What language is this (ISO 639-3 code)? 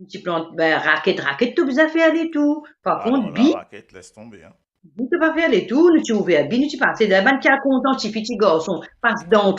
mfe